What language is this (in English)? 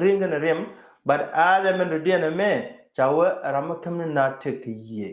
Nuer